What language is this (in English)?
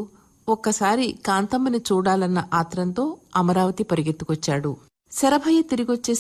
Telugu